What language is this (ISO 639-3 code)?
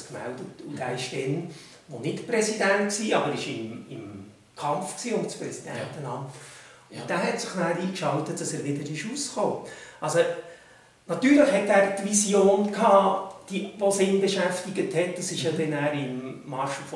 gsw